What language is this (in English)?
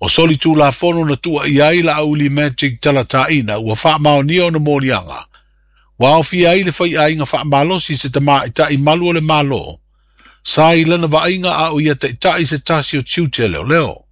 Samoan